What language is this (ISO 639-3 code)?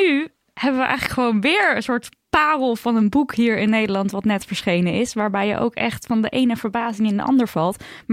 nld